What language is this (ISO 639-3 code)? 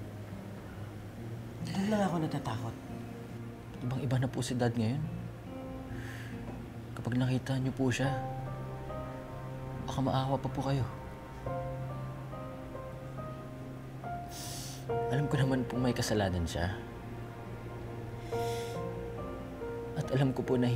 fil